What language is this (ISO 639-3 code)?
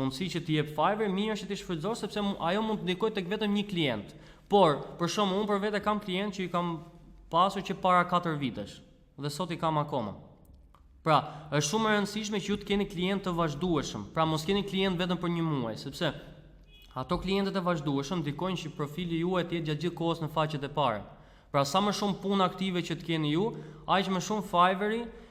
sqi